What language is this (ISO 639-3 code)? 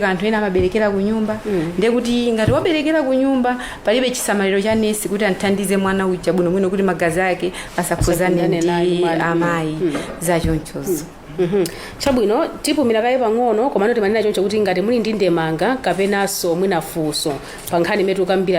nya